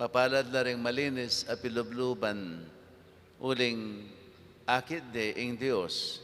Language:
Pampanga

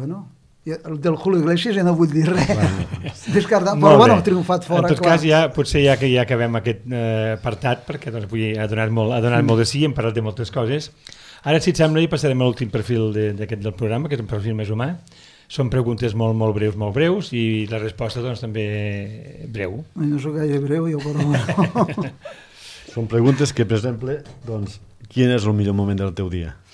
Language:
Catalan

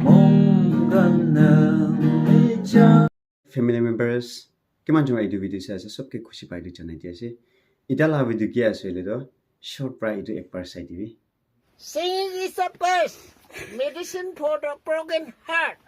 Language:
Naga Pidgin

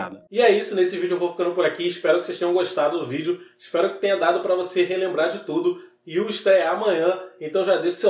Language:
Portuguese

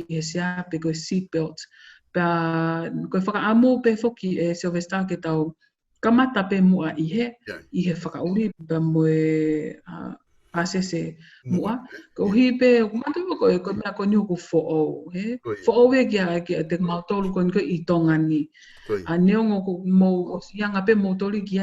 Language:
Tongan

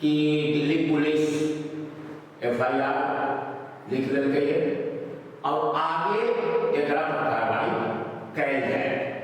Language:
Magahi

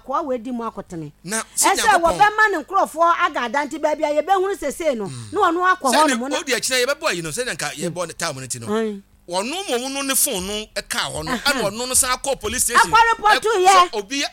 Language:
Akan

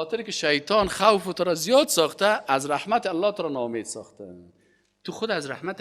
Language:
Persian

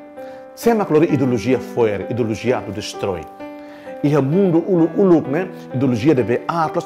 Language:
Tetum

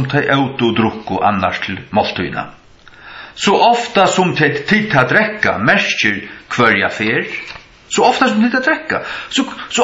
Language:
Faroese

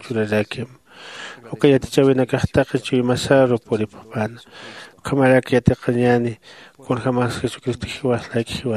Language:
Aymara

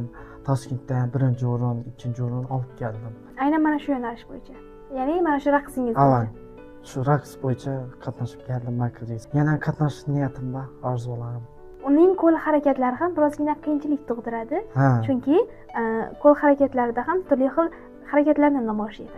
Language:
Uzbek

